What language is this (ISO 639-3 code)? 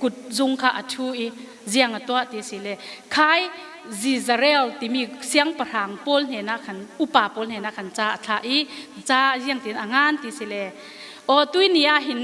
cfm